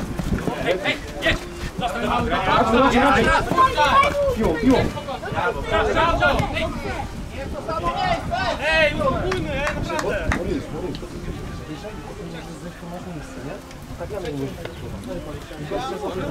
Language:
Polish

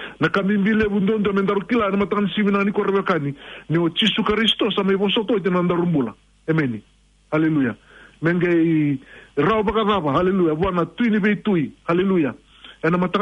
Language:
Fijian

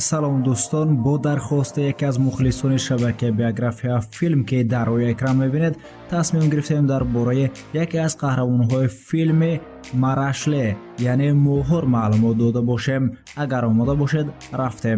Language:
Tajik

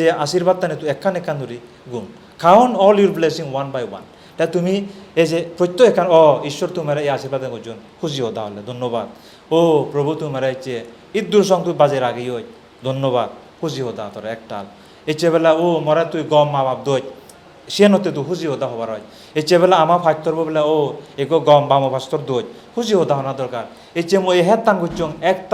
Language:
Chakma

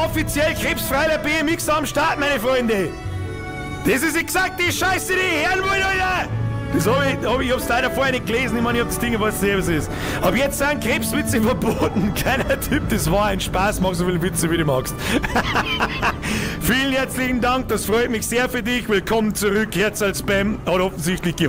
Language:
Bavarian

